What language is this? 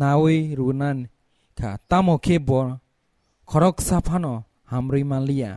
Kok Borok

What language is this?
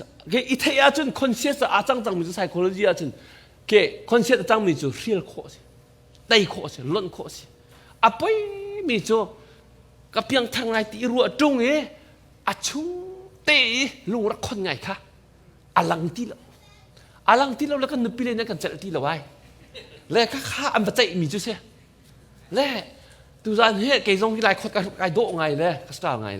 Hakha Chin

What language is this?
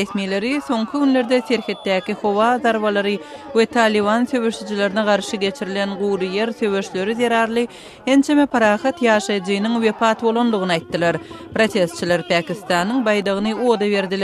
Turkmen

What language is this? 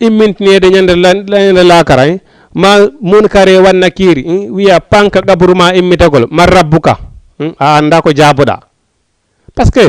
Fula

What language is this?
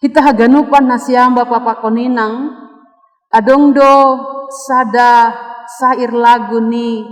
Batak Simalungun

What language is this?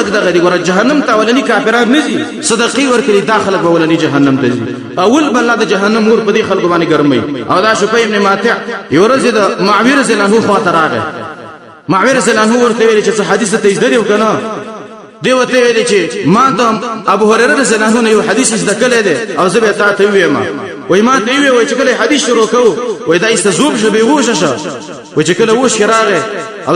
Pashto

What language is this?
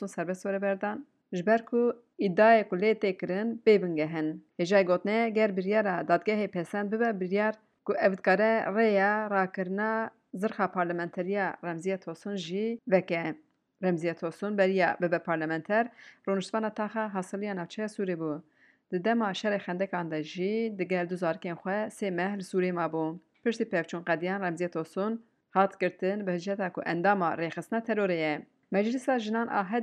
Kurdish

